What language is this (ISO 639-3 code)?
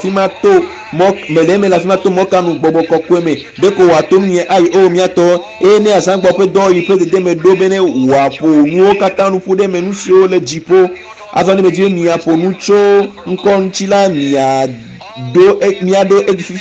ewe